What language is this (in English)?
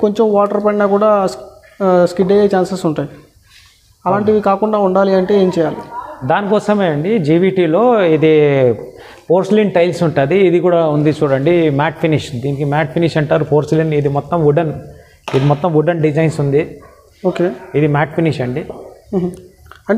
Telugu